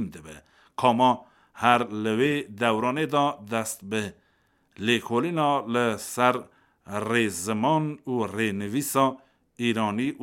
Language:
Kurdish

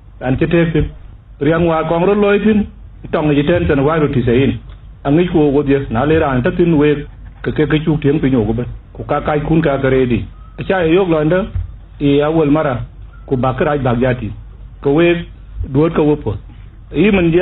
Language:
Dinka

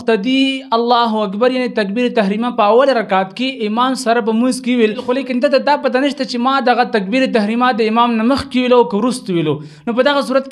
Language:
Pashto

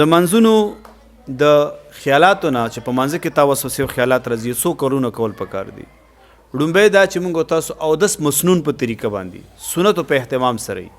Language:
Pashto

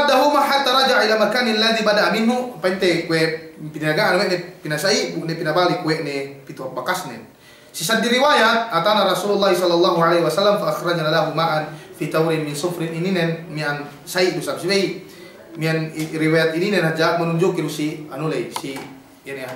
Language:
Yakan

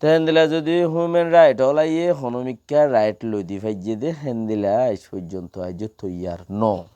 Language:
Rohingya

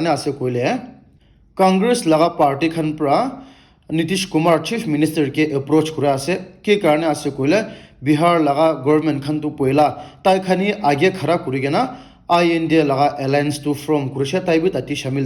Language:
Naga Pidgin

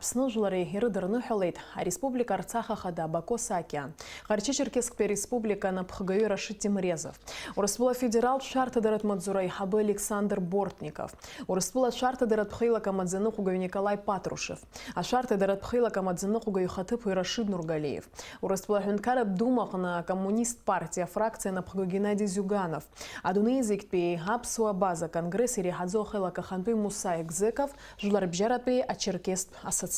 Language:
Abkhazian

